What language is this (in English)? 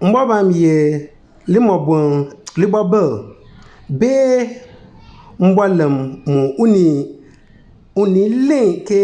Konkomba